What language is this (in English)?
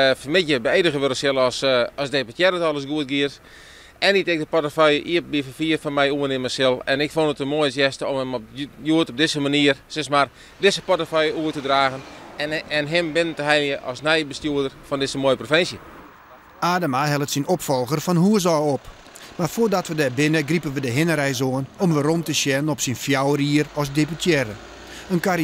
Western Frisian